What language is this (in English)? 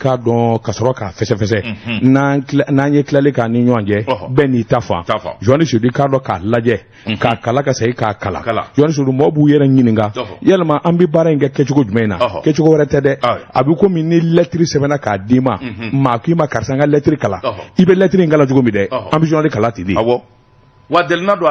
Bambara